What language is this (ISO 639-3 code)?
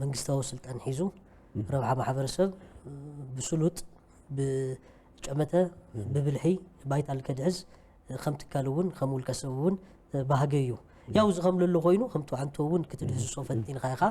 tir